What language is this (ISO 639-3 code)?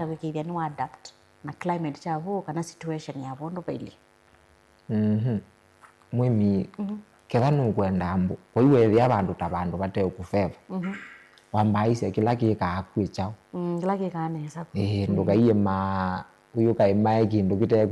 kam